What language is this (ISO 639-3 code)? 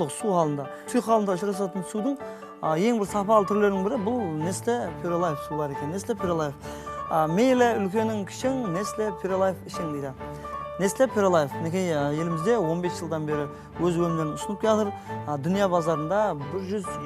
kaa